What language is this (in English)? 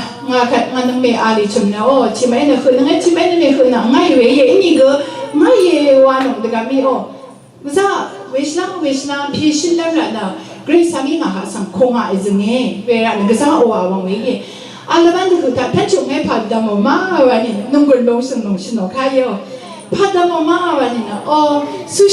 Rawang